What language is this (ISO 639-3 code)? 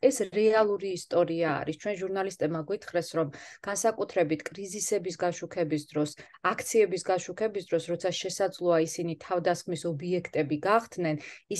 kat